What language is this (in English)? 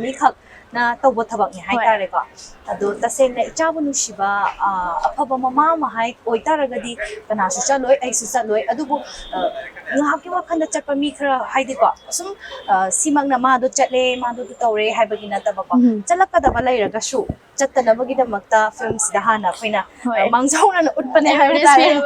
Manipuri